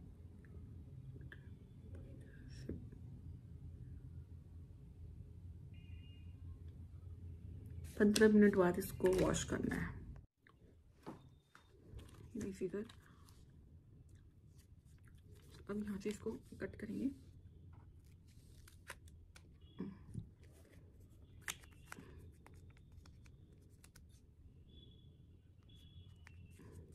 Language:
Hindi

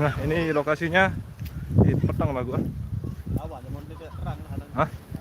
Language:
Sasak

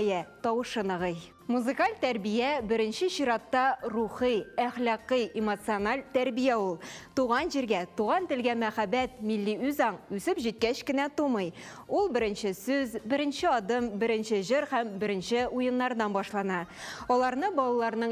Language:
Tatar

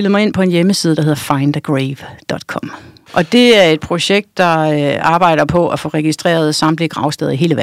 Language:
Danish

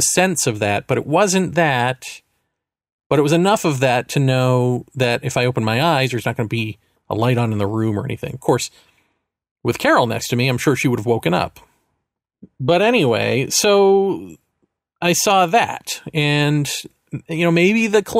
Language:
English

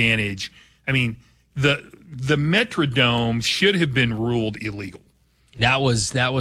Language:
English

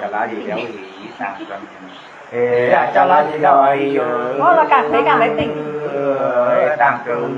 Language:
Nung (Viet Nam)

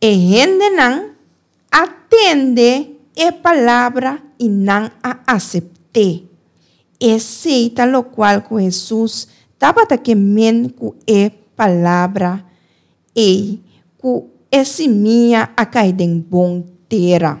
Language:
Papiamento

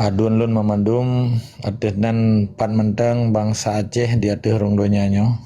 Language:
Achinese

